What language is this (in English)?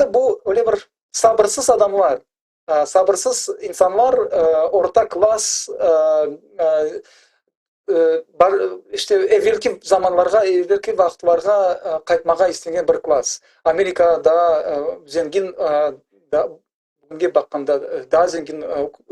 Crimean Tatar